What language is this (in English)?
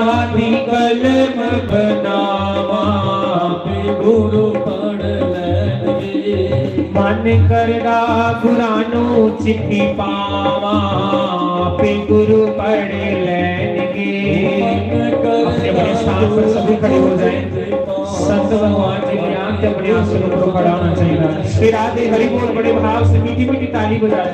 Dogri